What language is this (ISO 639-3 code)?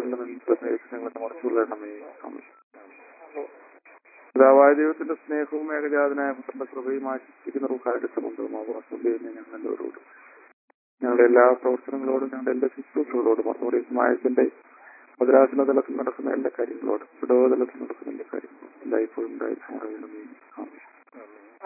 mal